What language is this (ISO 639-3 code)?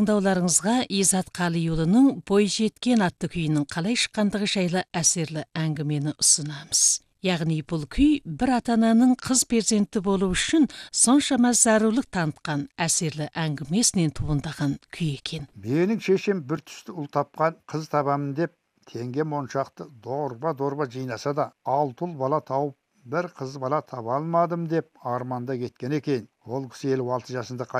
kaz